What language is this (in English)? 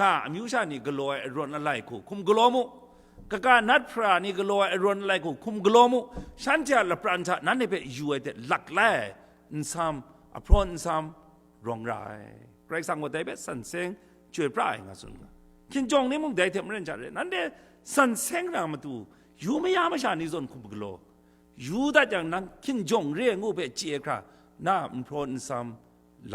Kachin